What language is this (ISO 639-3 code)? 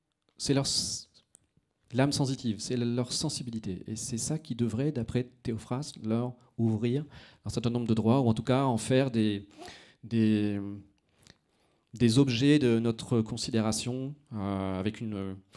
fra